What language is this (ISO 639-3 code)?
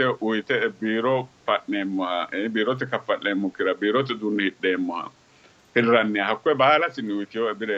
sid